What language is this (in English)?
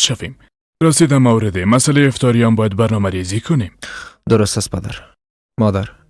Persian